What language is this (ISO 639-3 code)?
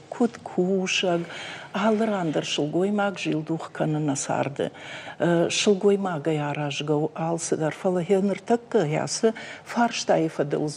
oss